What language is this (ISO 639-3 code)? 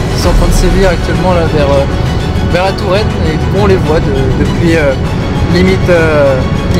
fra